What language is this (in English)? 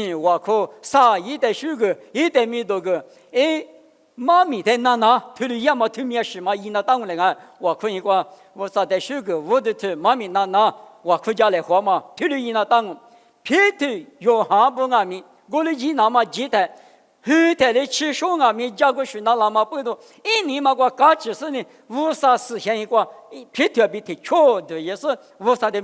Lisu